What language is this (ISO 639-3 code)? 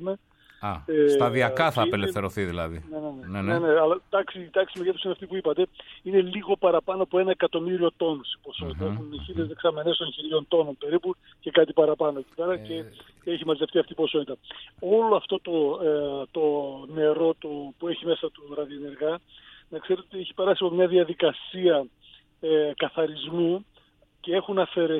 ell